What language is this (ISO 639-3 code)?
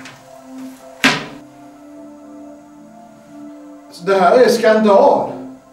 swe